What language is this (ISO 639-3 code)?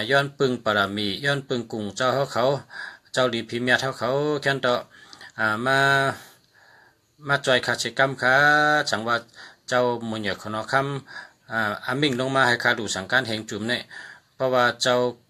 shn